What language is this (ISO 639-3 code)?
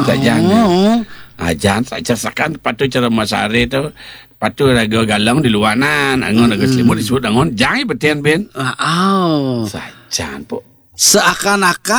ban